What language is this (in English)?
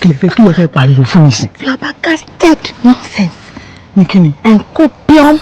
Yoruba